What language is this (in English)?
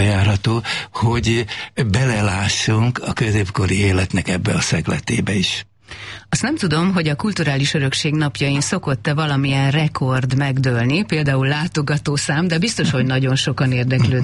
Hungarian